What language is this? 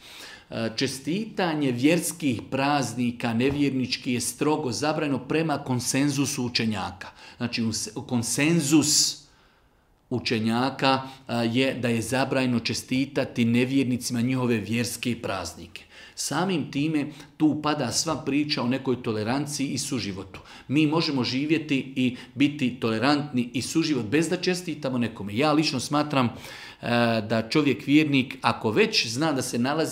Bosnian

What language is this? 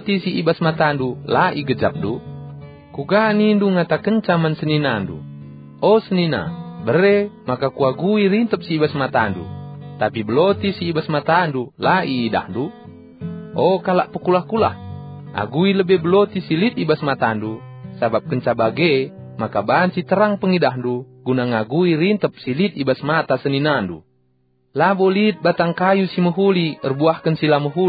Batak Karo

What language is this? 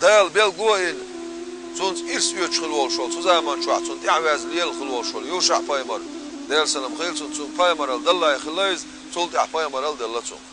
Chechen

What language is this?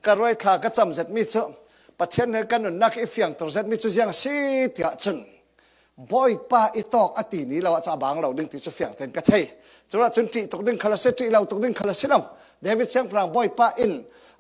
Falam Chin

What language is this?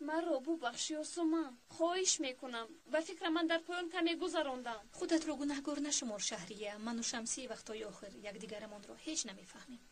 Tajik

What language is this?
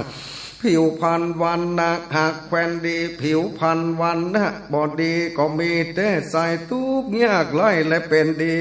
Northern Thai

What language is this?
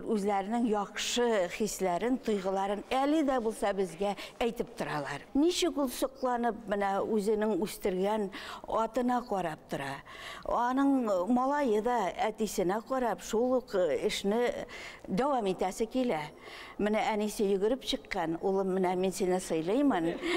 Bashkir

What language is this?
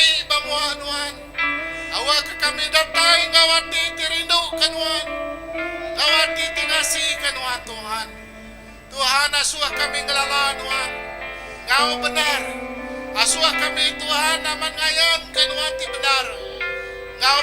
Iban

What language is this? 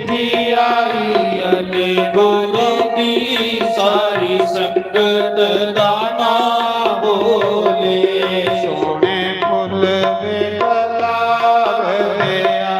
Dogri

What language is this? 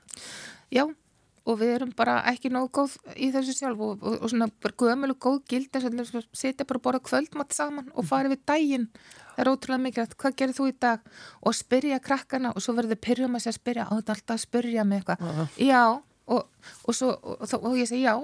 Icelandic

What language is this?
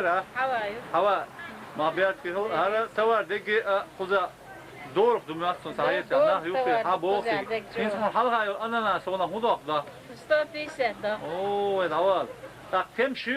Chechen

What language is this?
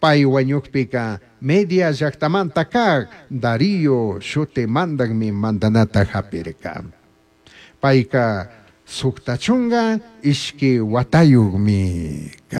Chimborazo Highland Quichua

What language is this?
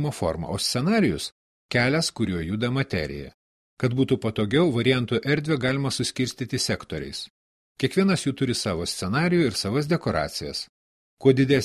Lithuanian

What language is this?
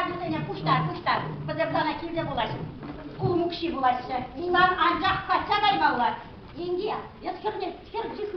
Chuvash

